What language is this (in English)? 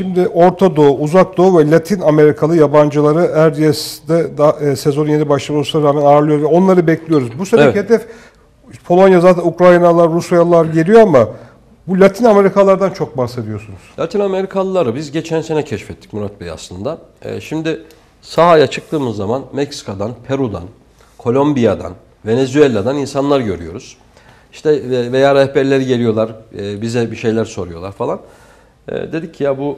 Turkish